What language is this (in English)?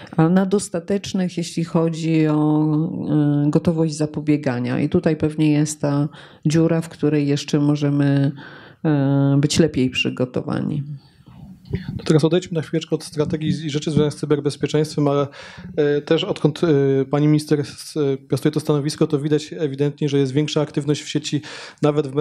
Polish